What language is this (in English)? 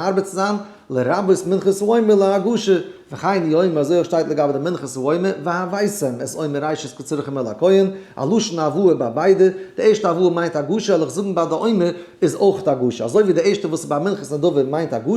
Yiddish